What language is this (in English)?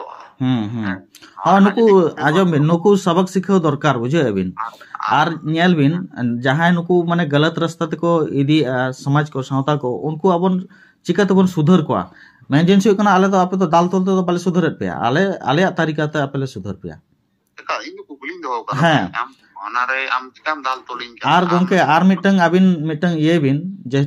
Santali